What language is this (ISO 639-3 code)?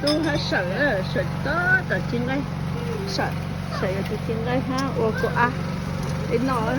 hmn